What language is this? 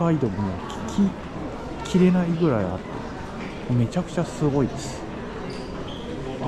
Japanese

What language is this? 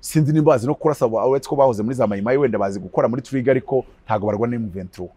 Kinyarwanda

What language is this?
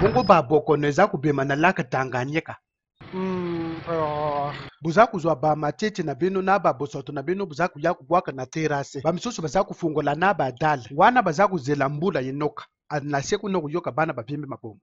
Lingala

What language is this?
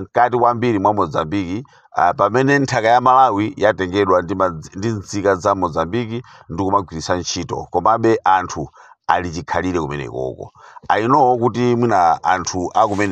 Nyanja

